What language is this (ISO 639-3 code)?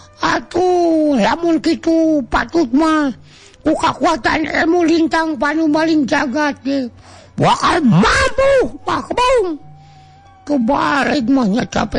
sun